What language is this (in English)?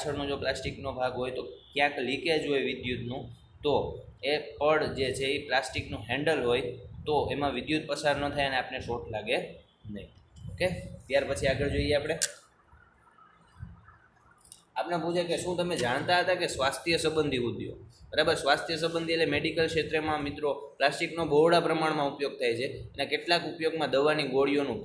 Gujarati